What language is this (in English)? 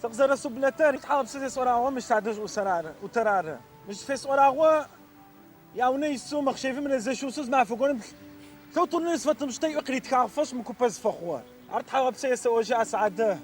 Adyghe